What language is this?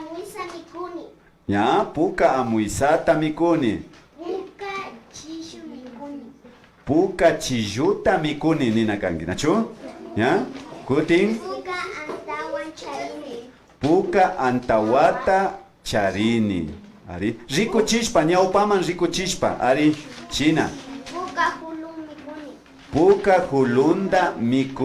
Imbabura Highland Quichua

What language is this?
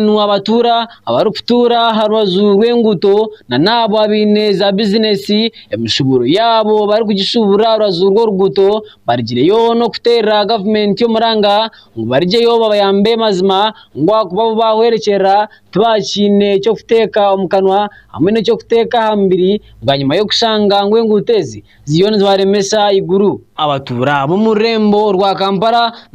Nyankole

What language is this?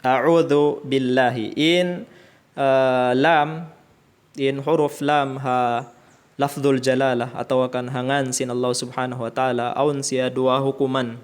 Tausug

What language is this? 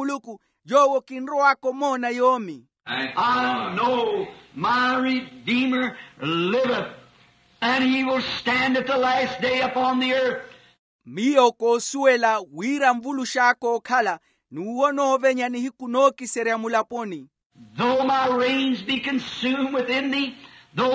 Makhuwa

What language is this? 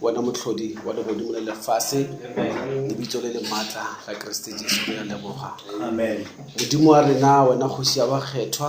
Northern Sotho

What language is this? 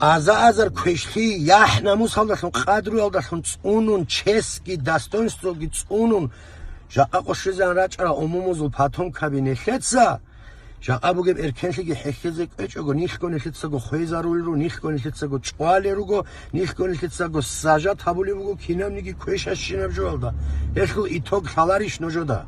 Avaric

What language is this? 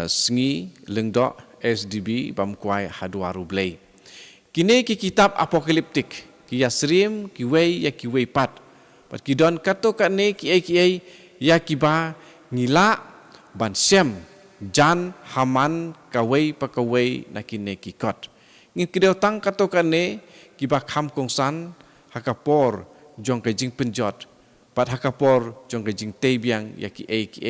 Khasi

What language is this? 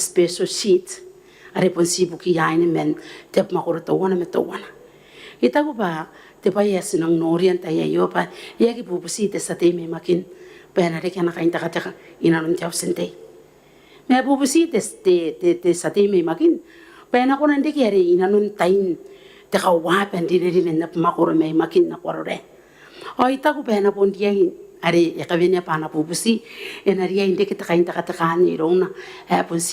Gilbertese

